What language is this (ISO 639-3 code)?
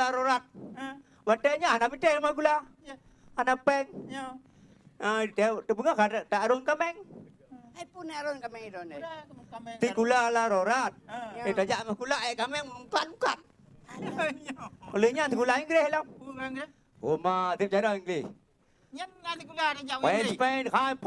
ace